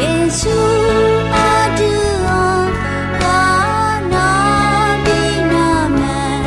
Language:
Akha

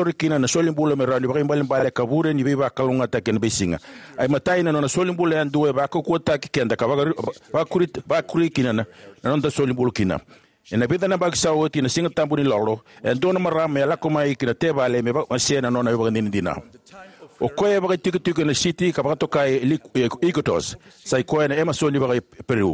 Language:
Fijian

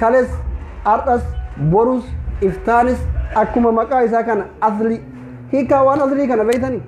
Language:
Oromo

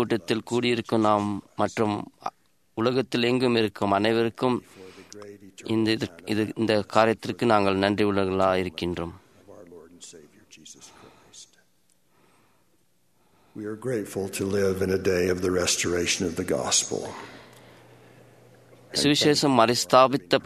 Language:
Tamil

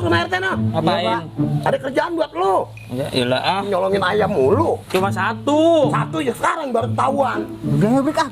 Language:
Betawi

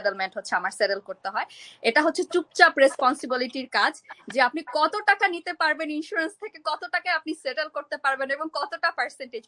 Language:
Bangla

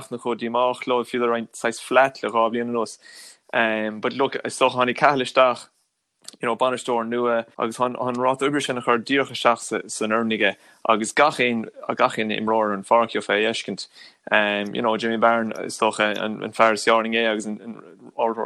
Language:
Irish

